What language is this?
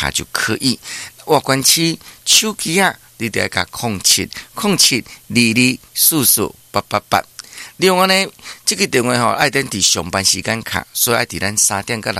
Min Nan Chinese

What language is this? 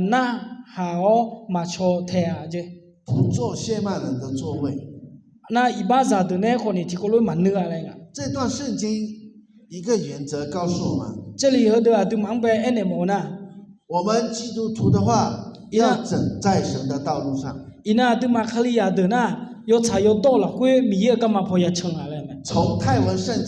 Akha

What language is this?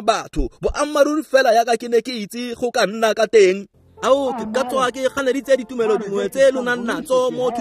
Tswana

